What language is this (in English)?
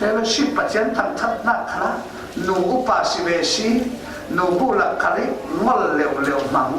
Falam Chin